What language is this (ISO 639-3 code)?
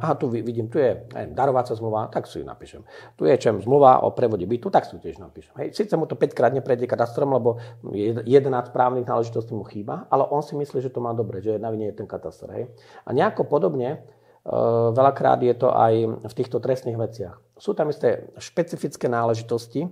slk